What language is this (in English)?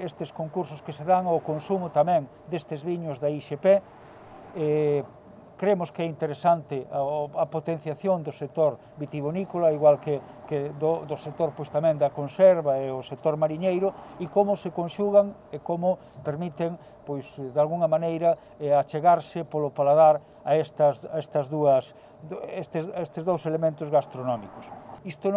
Galician